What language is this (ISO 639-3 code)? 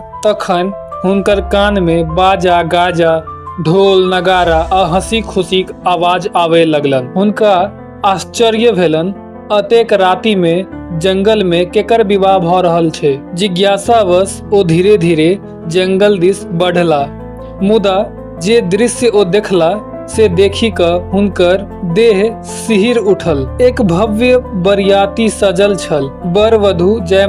mai